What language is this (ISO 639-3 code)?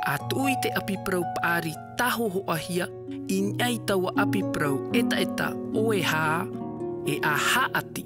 tah